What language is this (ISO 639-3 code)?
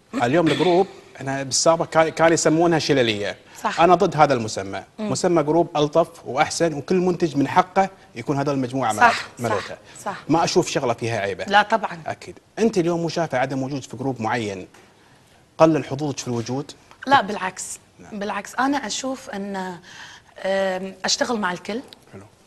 afb